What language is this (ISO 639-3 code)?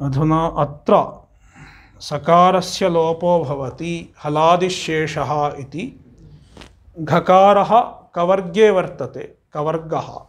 san